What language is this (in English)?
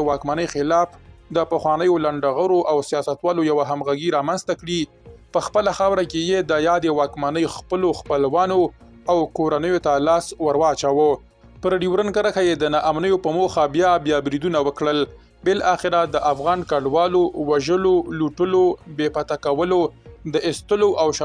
Pashto